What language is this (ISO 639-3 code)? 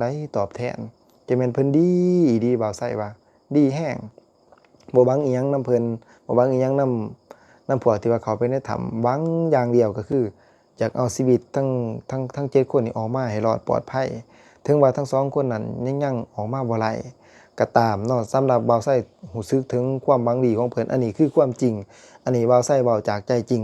lao